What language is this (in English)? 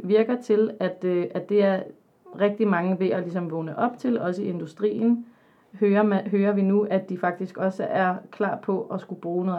Danish